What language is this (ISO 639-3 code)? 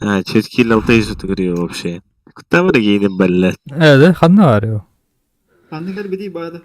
sah